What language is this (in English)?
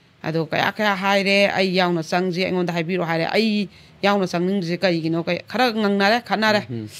Manipuri